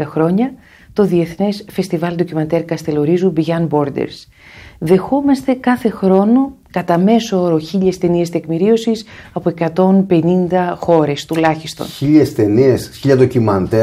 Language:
Greek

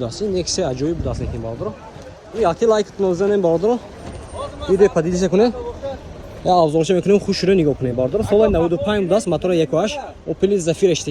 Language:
Tajik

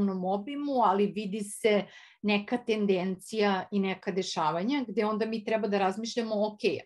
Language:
Serbian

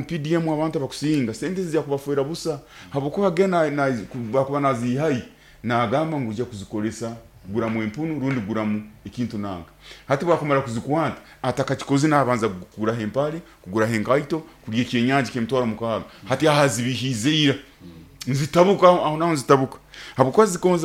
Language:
Nyoro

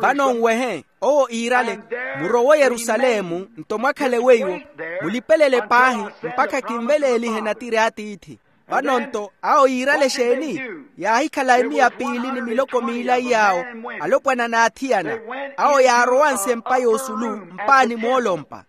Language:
Makhuwa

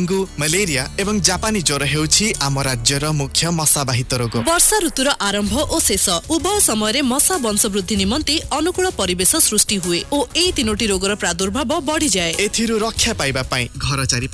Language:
Odia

